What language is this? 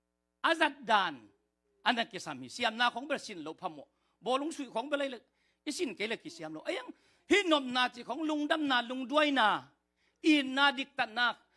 Tedim Chin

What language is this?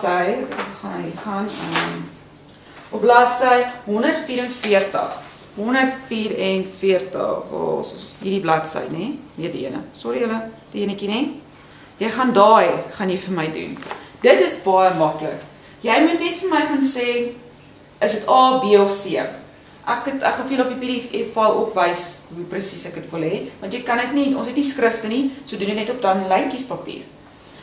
Afrikaans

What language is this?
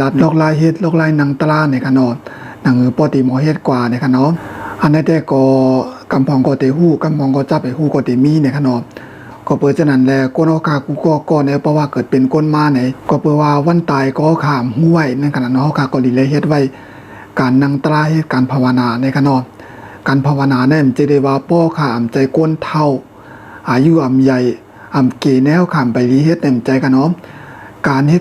Shan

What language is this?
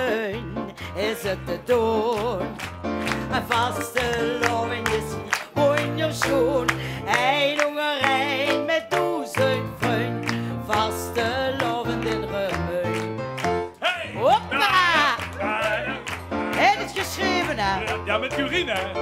Limburgish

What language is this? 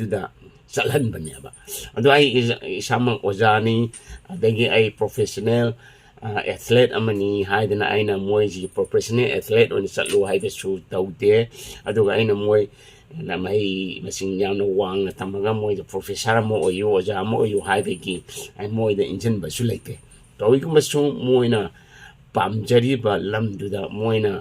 Manipuri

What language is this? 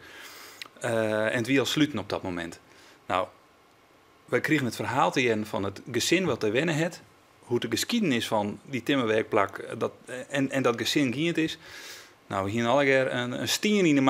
Western Frisian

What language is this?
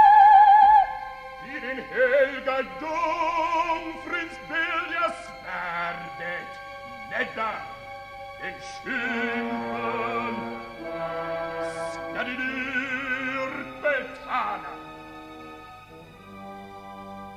Swedish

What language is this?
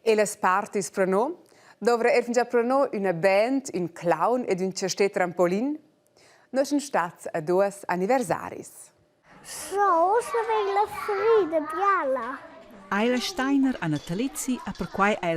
Romansh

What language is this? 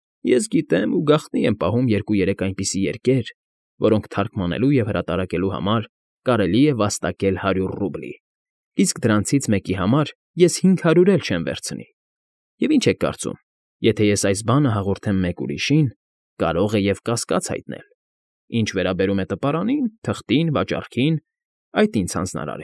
Armenian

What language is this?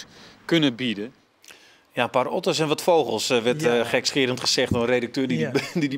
Western Frisian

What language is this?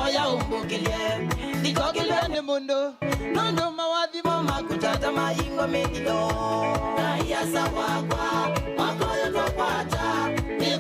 Kamba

